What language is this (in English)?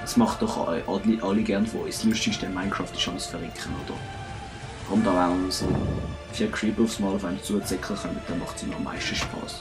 Swiss German